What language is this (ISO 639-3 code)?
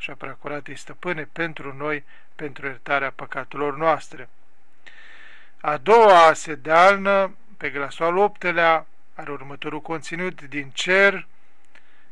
ron